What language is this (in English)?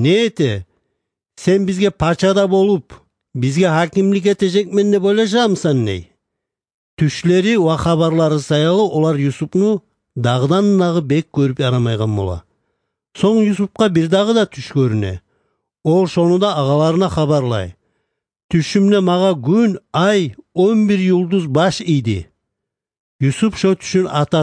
Kumyk